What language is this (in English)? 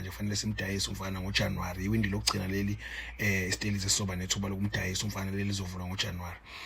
Zulu